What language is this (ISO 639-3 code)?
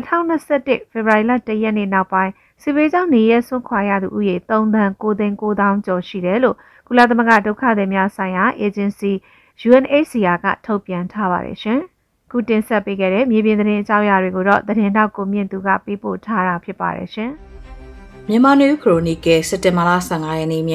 mya